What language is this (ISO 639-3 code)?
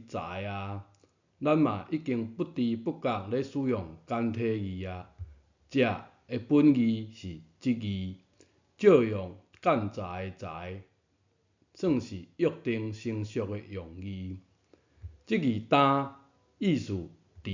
nan